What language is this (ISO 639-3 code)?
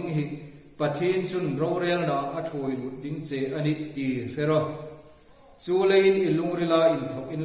hmr